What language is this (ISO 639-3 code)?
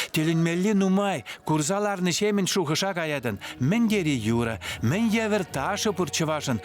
chv